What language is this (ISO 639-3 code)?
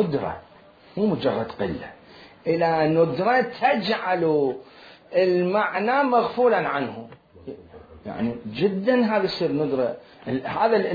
acm